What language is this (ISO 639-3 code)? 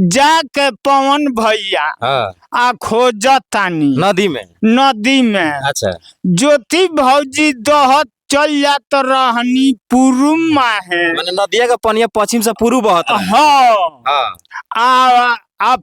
bho